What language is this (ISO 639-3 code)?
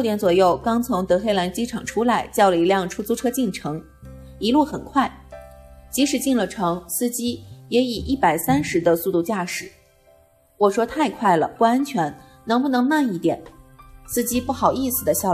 zho